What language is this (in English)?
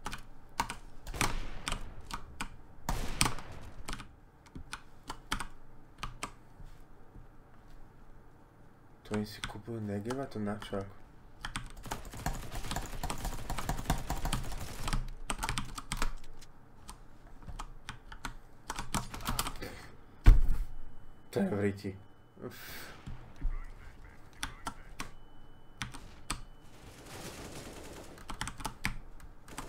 Slovak